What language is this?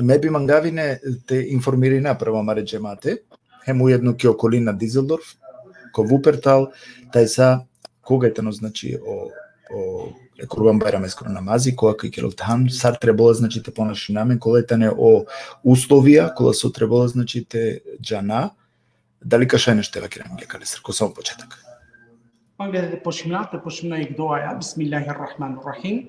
Balkan Romani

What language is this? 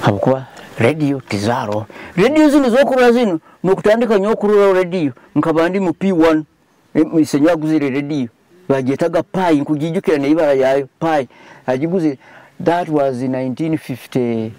Nyoro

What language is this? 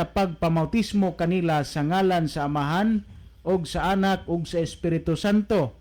Cebuano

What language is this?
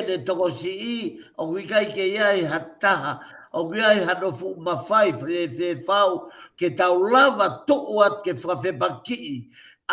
Tongan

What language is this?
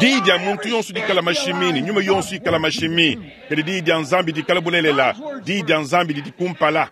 Luba-Lulua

